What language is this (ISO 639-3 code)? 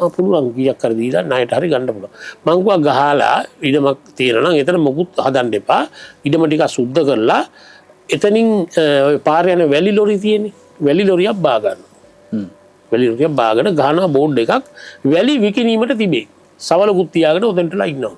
sin